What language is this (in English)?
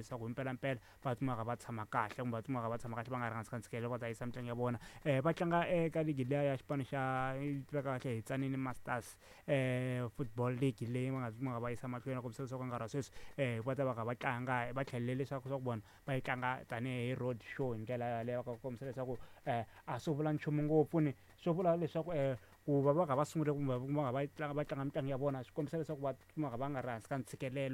Tsonga